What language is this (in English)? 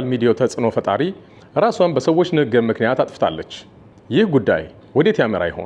Amharic